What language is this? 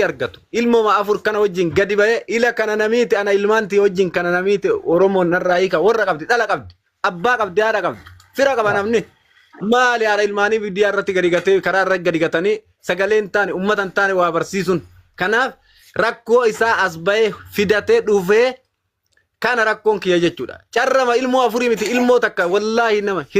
Oromo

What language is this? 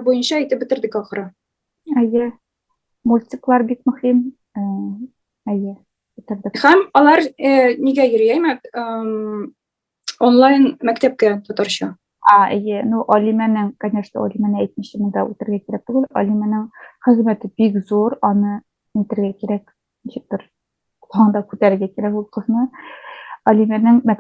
Tatar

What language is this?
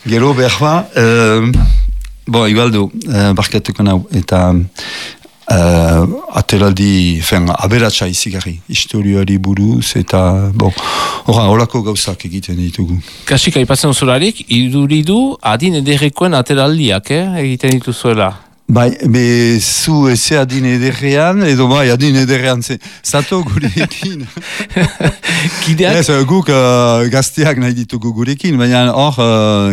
Basque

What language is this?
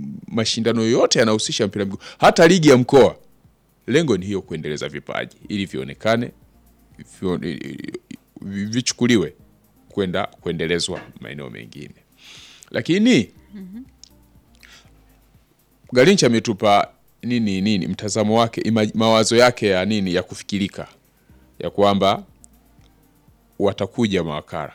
Swahili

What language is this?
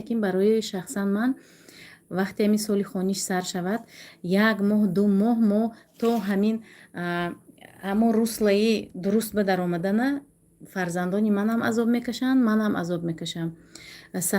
Tajik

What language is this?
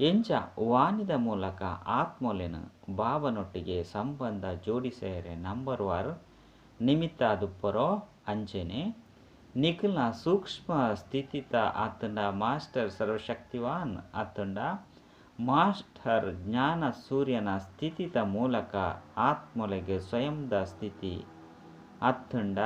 Tulu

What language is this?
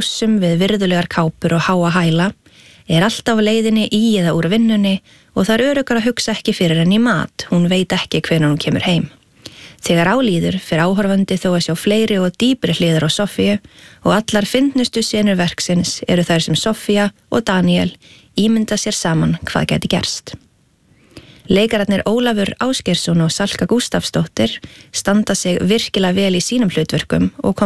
Icelandic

